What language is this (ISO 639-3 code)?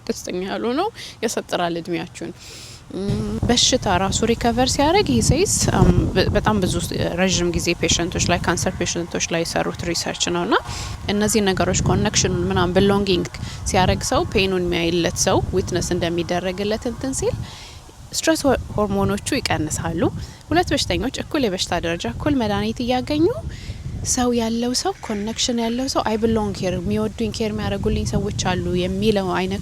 amh